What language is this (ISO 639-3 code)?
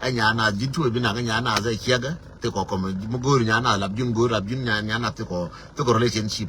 nus